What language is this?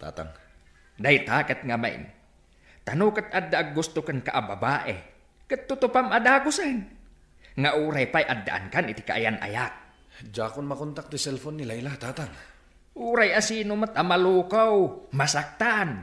Iloko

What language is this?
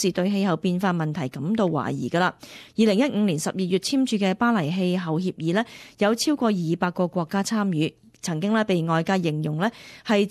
Cantonese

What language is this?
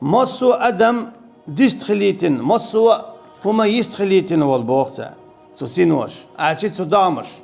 Chechen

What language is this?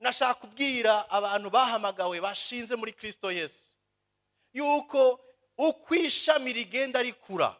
Rundi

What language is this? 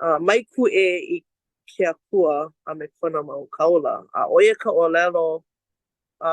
Hawaiian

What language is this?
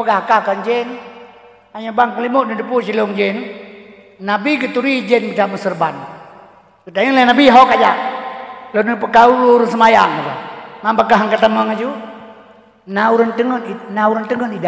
Achinese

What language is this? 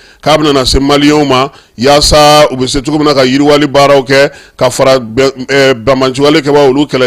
Bambara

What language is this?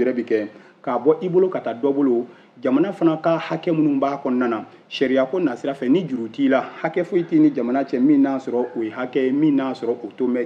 Bambara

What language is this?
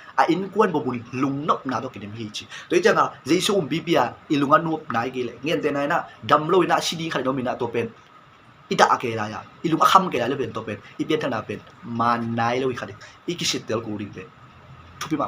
Tedim Chin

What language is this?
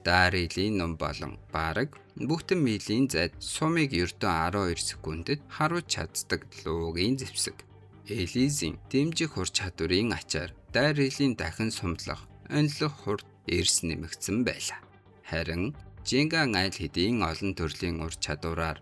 Mongolian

